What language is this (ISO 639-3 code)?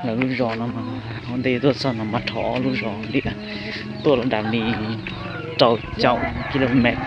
hmn